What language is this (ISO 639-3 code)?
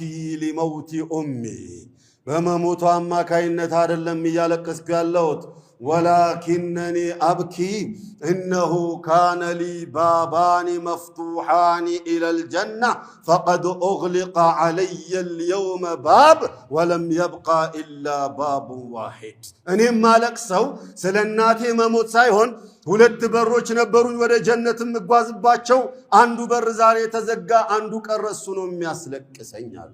amh